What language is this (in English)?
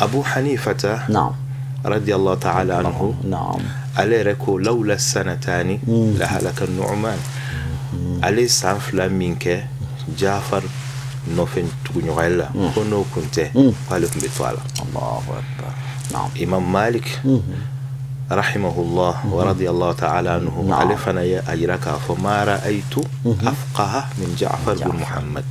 Bambara